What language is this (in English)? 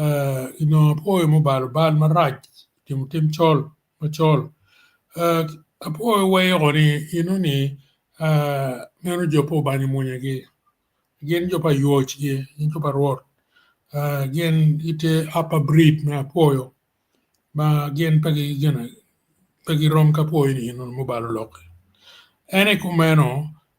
Acoli